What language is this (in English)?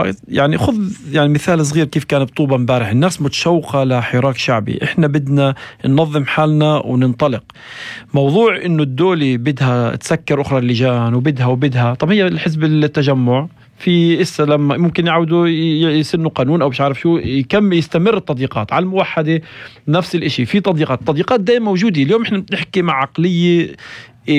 North Levantine Arabic